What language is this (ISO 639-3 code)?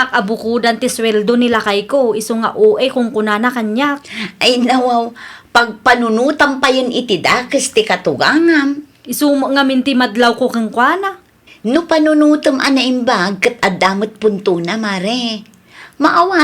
ilo